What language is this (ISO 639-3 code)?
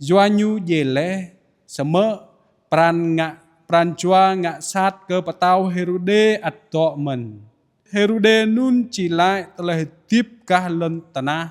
jra